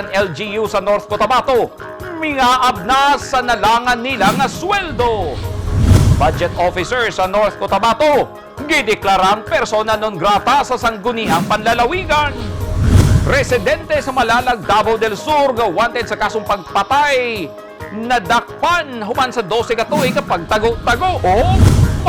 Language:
Cebuano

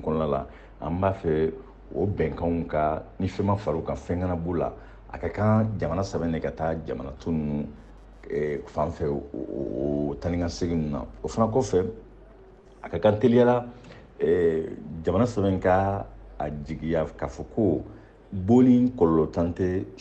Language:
Bambara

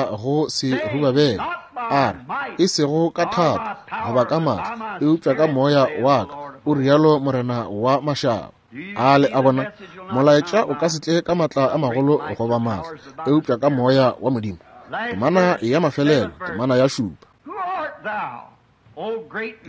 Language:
Northern Sotho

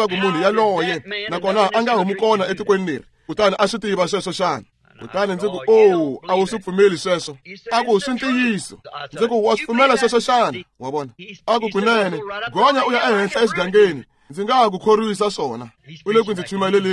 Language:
Tsonga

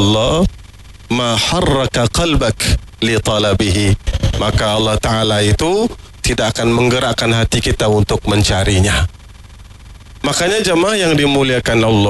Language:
Malay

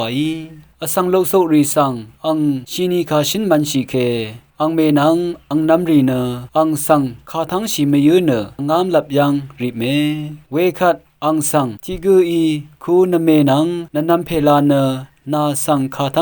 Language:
Rawang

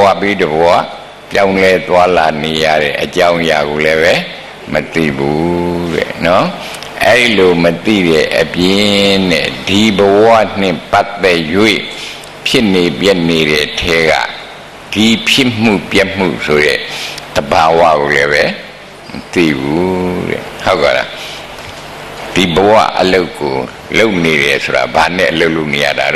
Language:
Burmese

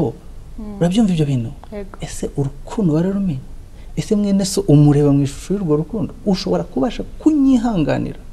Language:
Kinyarwanda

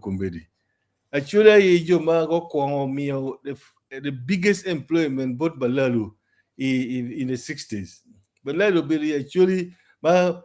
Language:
Acoli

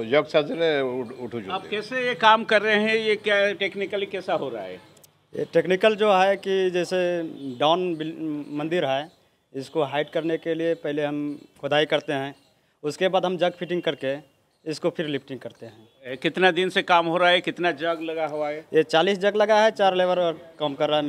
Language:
Odia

